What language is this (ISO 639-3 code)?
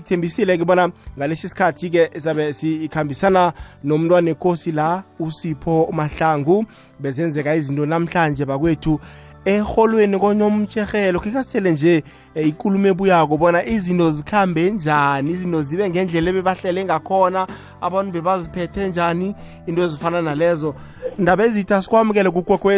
nbl